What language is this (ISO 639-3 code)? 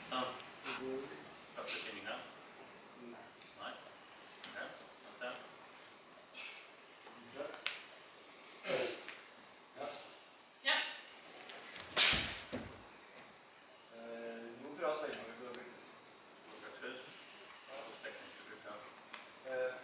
nor